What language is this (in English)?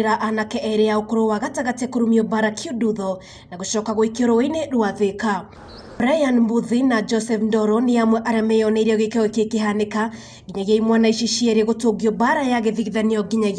Kikuyu